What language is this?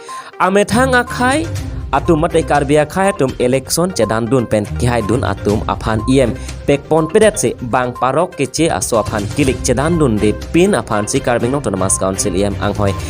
Karbi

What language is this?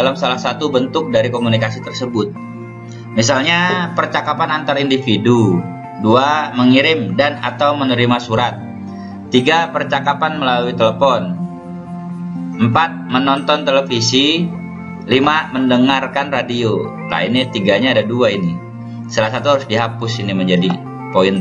Indonesian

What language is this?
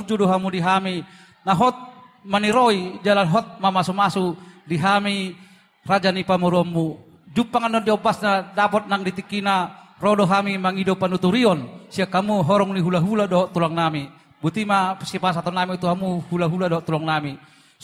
Batak Toba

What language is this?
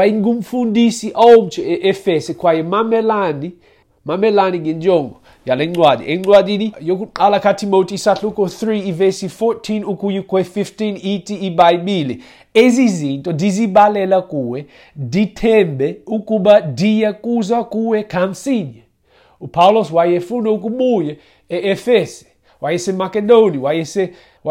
Xhosa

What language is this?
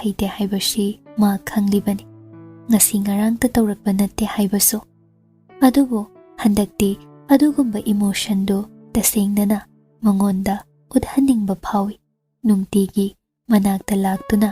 Manipuri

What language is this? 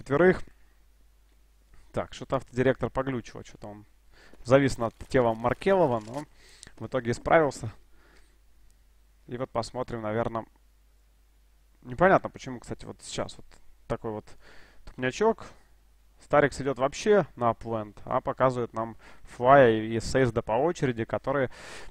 Russian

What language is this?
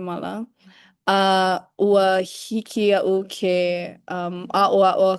Hawaiian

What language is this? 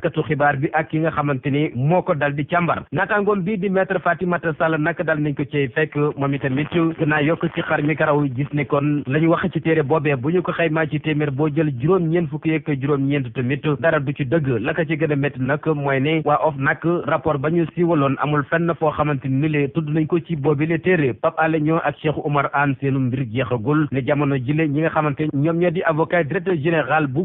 Wolof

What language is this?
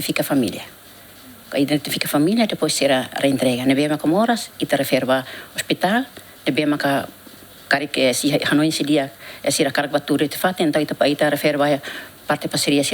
Tetum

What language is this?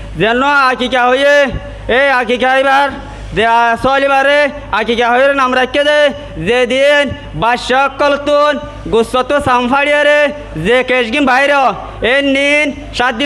Rohingya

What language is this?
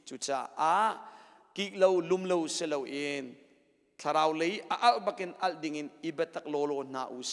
Hakha Chin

